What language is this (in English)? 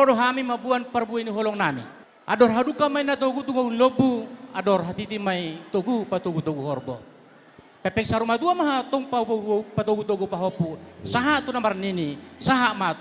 Batak Toba